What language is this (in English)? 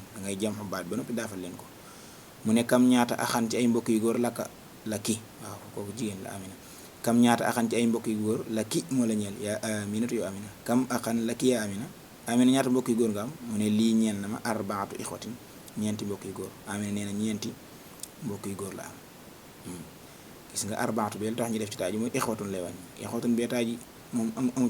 Wolof